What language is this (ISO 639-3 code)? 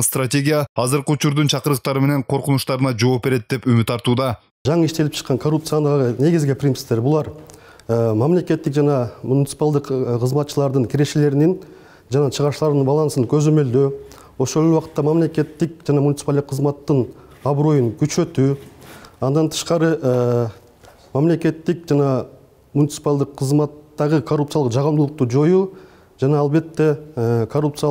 kir